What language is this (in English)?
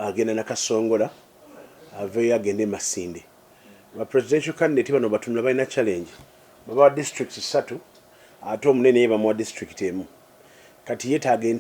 Ganda